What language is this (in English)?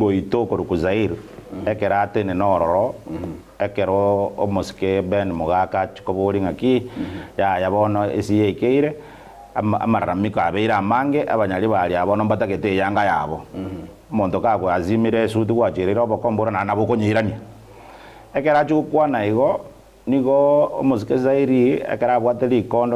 Gusii